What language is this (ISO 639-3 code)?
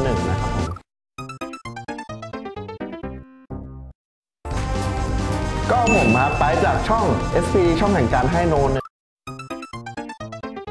tha